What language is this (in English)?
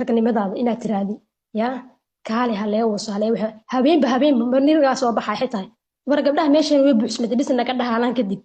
Somali